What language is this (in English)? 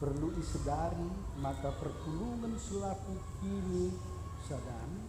Batak Karo